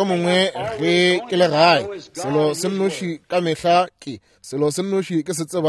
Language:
Northern Sotho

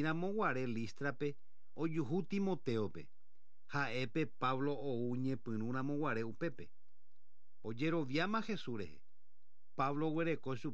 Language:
Guarani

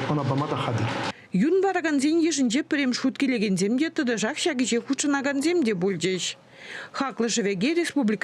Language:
Chuvash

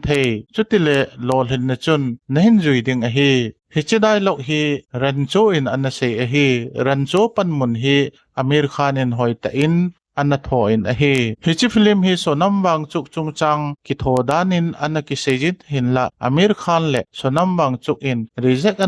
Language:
Thado Chin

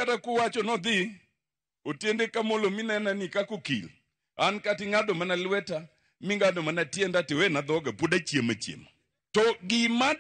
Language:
Luo (Kenya and Tanzania)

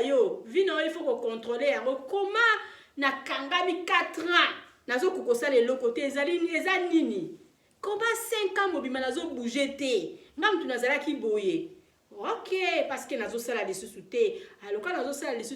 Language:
Lingala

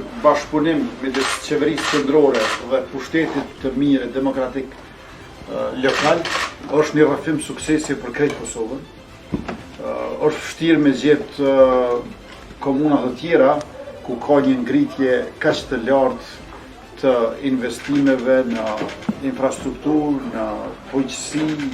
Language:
Albanian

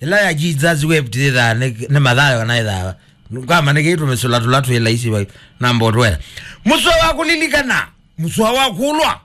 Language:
Kamba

